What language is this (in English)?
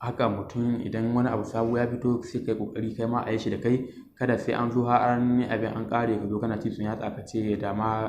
Hausa